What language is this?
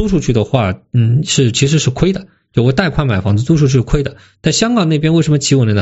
Chinese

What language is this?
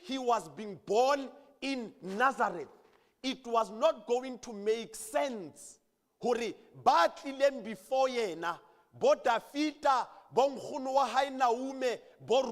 Southern Sotho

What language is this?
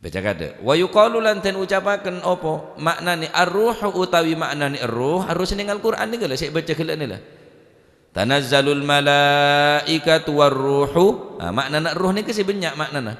Madurese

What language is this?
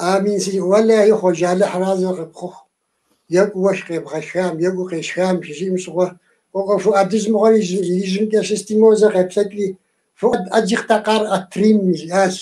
Kabardian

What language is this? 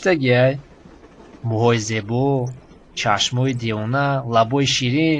Tajik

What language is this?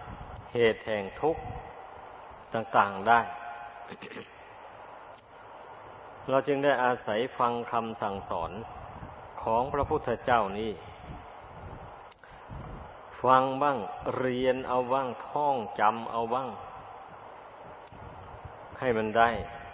Thai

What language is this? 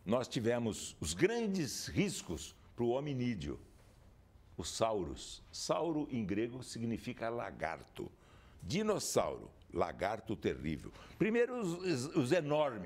Portuguese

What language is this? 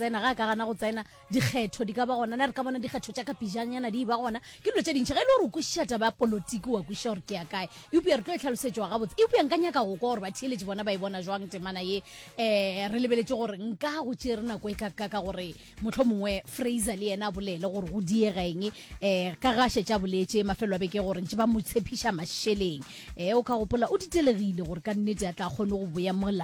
Northern Sotho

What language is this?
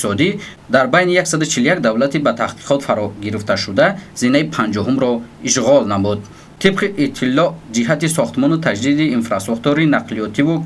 Tajik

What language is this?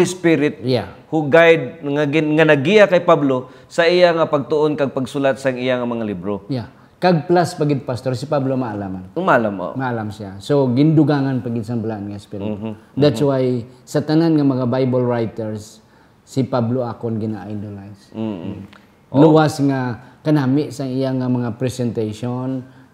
Hiligaynon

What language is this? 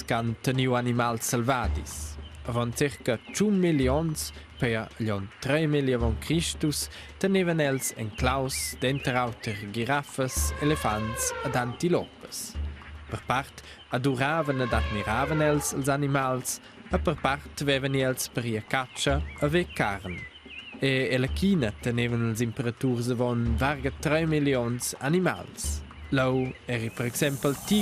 Romansh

